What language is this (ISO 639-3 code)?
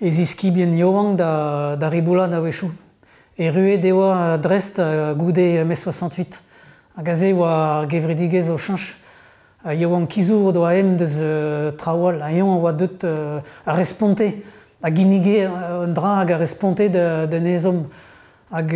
bre